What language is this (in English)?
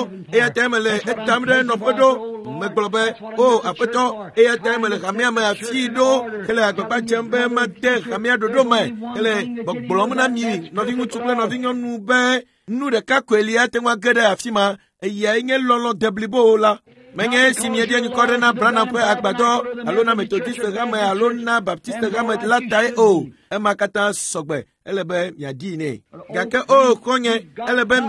Ewe